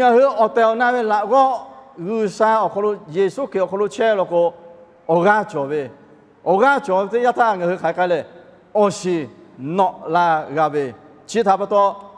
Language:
Lahu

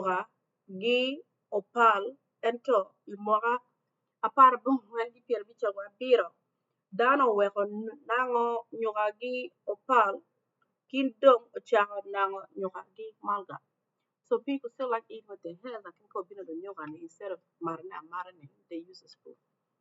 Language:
Acoli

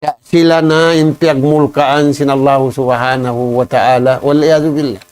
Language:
Tausug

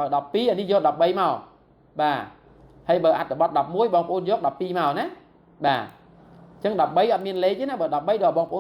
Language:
Khmer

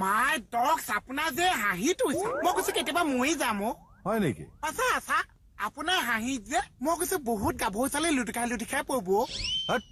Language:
Assamese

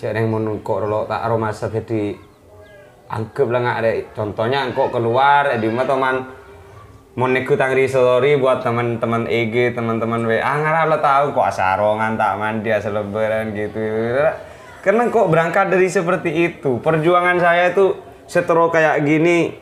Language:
Madurese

